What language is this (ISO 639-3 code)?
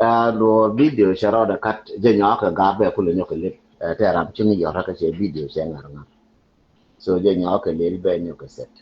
nus